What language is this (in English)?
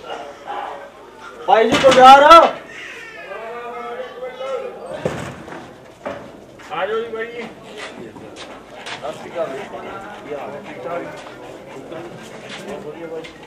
Punjabi